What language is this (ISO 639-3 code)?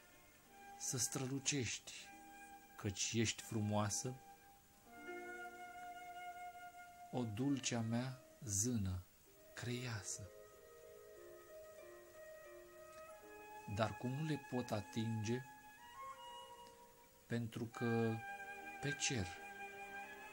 ron